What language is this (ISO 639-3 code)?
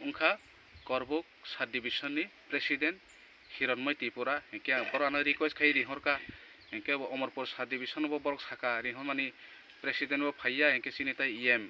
trp